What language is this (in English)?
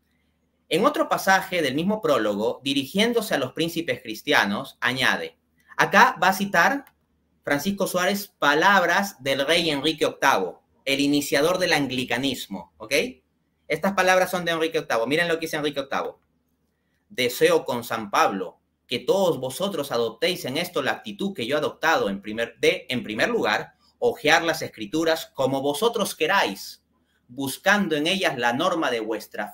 Spanish